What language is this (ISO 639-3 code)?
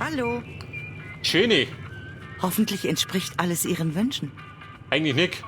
bar